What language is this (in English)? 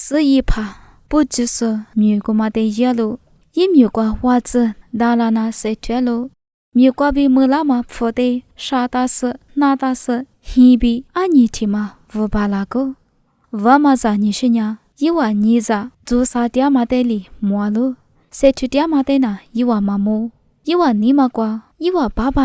Lisu